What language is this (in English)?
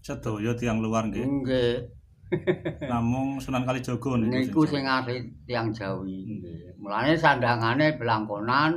Javanese